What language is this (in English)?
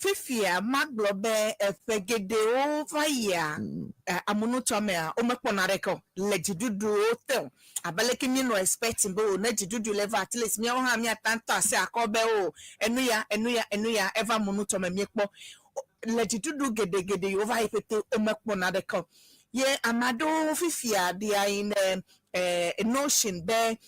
Ewe